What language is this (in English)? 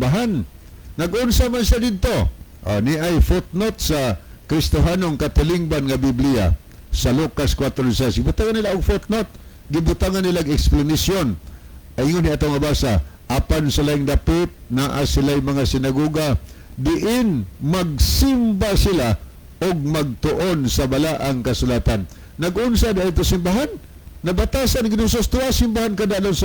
Cebuano